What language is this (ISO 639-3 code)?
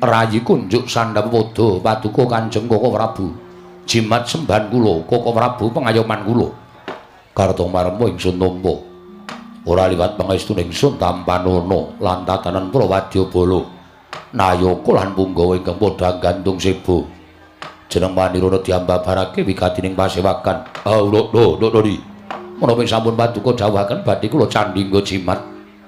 jav